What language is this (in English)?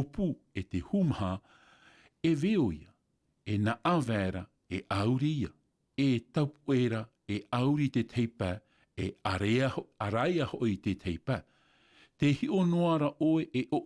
Tahitian